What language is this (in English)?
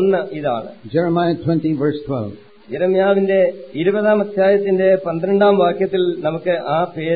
Malayalam